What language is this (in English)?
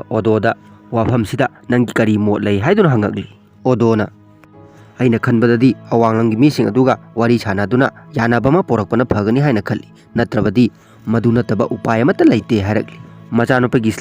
Manipuri